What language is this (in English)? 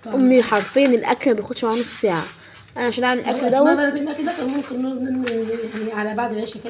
Egyptian Arabic